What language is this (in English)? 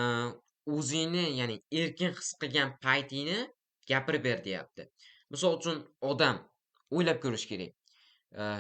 Uzbek